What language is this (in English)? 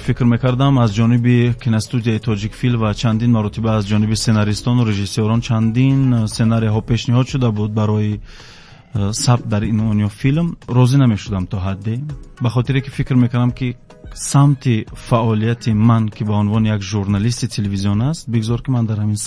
Tajik